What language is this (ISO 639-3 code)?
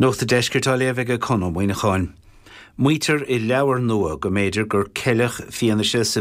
gle